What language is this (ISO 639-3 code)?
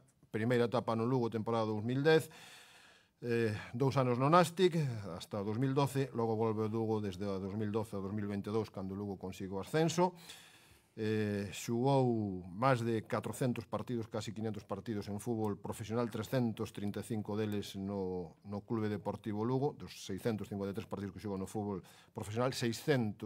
glg